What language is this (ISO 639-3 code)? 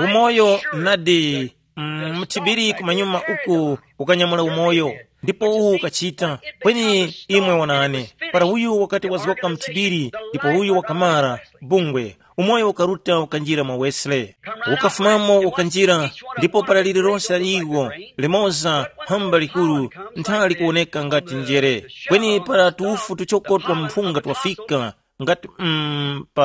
tum